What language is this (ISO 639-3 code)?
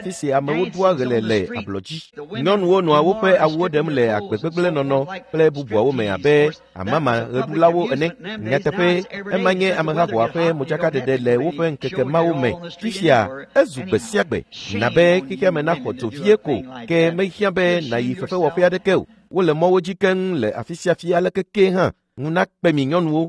ewe